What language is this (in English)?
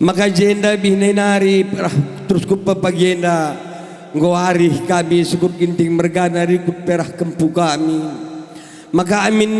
Batak Karo